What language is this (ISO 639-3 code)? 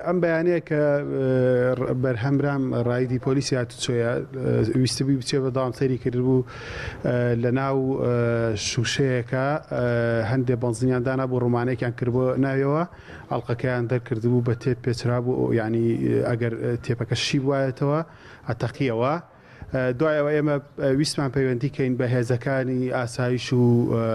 ckb